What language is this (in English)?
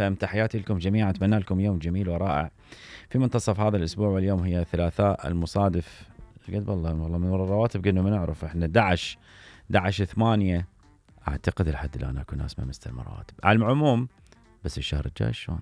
Mesopotamian Arabic